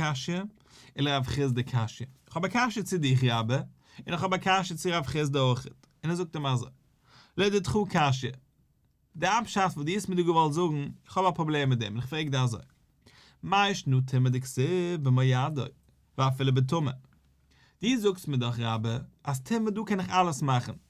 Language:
Yiddish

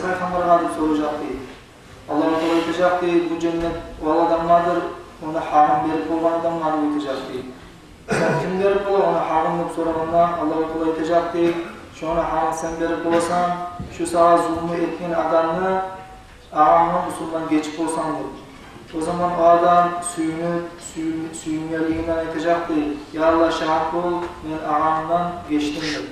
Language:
Kumyk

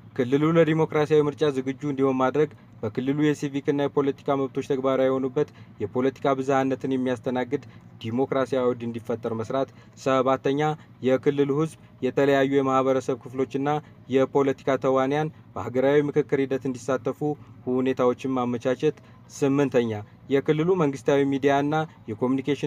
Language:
Amharic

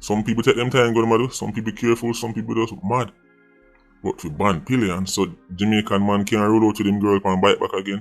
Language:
Jamaican Creole English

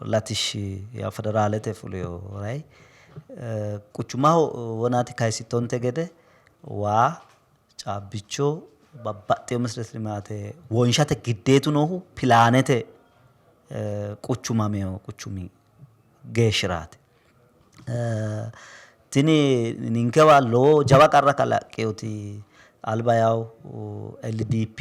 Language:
Sidamo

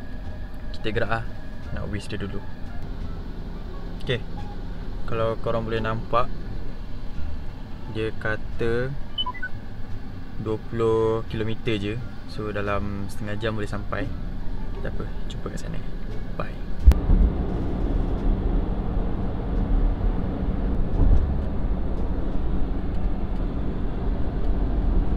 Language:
Malay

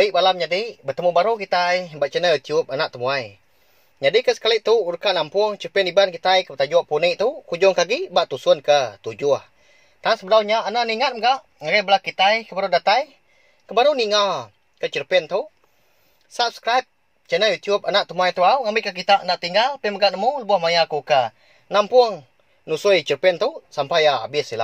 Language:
Iban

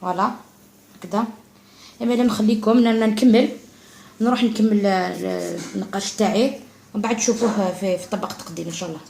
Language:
Algerian Arabic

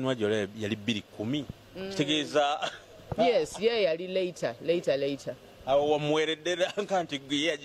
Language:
Ganda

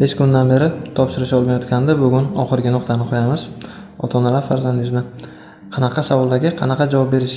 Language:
Uzbek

